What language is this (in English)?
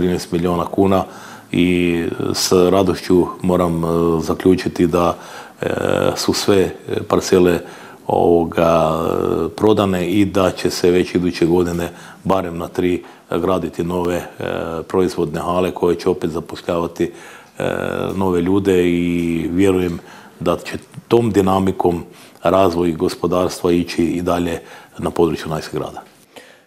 Croatian